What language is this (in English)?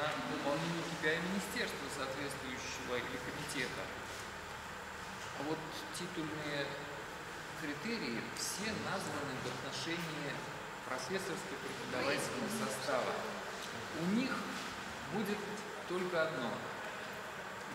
Russian